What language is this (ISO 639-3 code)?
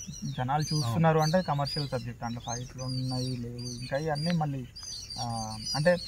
tel